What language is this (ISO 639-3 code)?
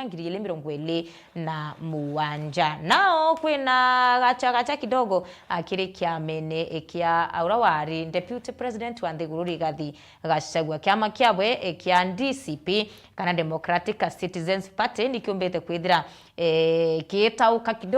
mer